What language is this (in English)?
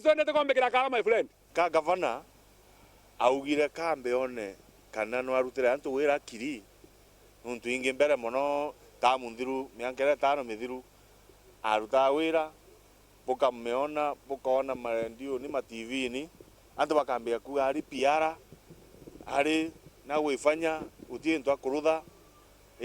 Meru